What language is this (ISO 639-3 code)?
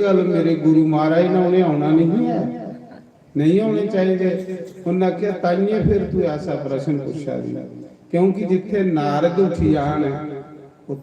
doi